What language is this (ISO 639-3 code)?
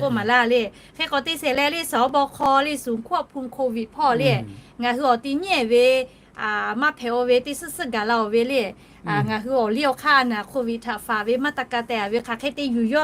lhu